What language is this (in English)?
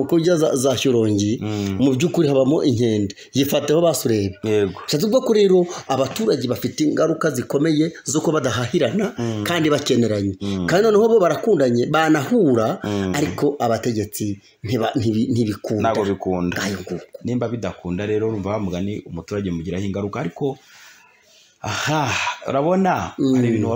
Kinyarwanda